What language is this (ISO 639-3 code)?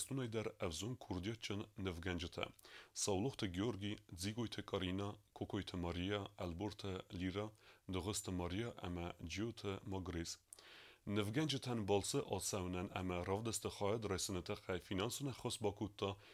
oss